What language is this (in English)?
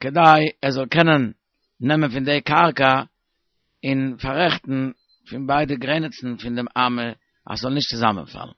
Yiddish